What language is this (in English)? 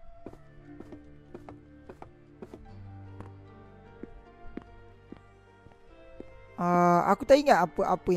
Malay